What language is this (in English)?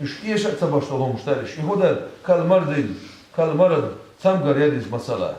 Chechen